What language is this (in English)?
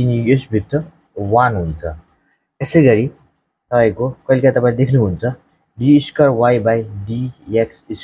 Nepali